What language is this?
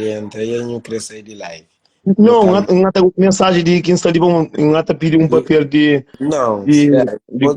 Kabuverdianu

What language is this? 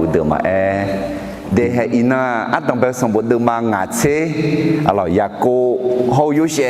Akha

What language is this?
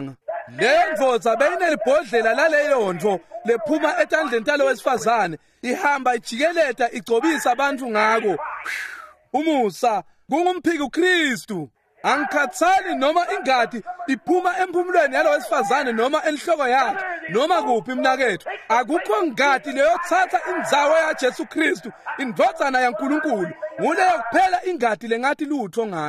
Swati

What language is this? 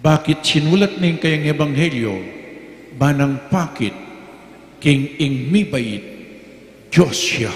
Pampanga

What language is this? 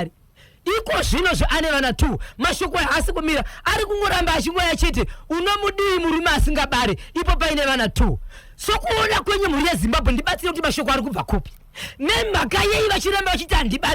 Shona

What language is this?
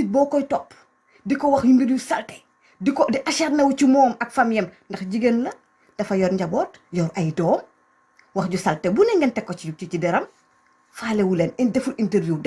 Wolof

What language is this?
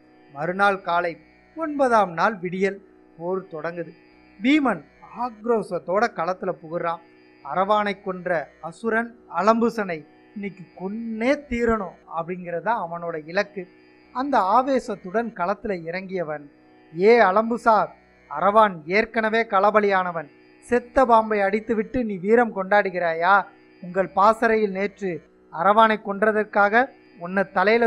Tamil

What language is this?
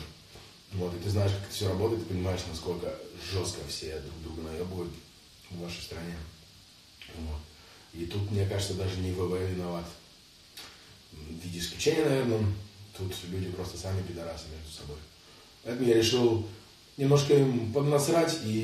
Russian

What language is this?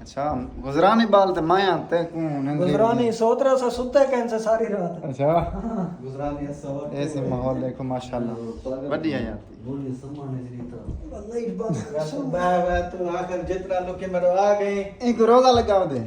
Saraiki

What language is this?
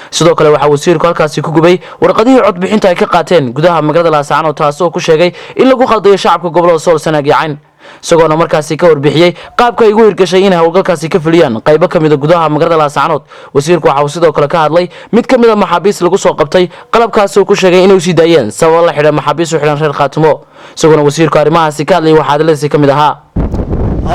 Somali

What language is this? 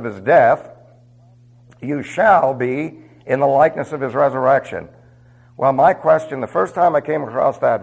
English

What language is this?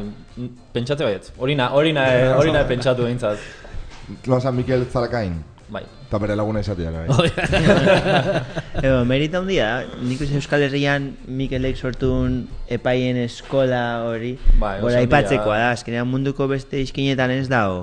Basque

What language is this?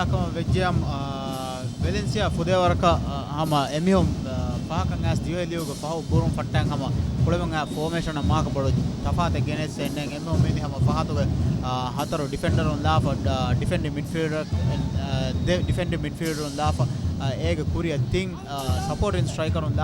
Divehi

